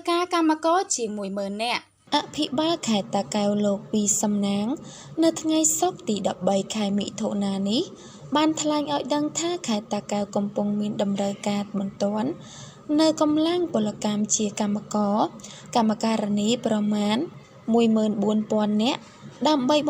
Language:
Khmer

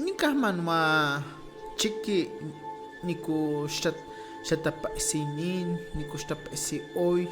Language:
Highland Totonac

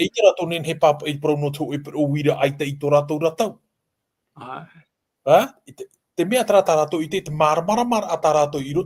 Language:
Tahitian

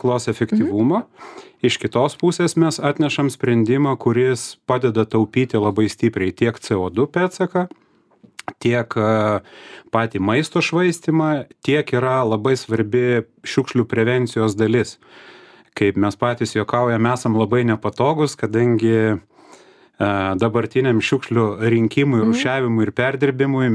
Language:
Lithuanian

